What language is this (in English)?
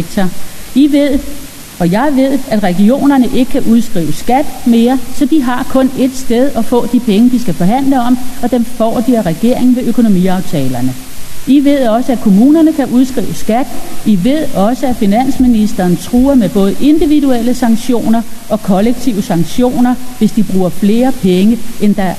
Danish